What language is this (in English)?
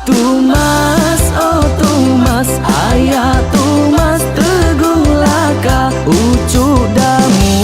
Iban